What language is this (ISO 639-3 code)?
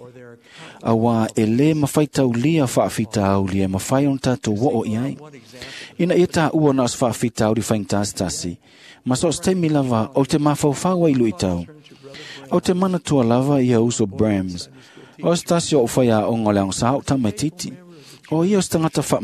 smo